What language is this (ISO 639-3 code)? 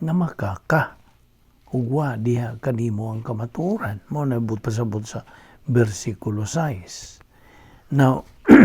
ceb